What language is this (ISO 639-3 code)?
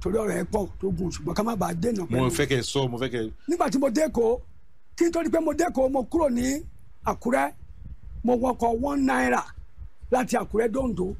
yor